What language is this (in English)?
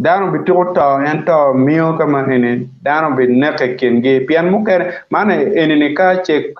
Acoli